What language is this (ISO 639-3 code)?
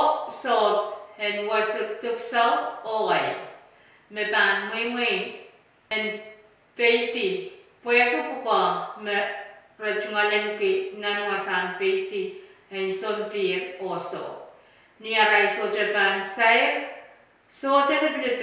pon